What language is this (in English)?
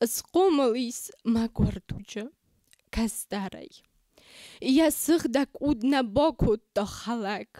Ossetic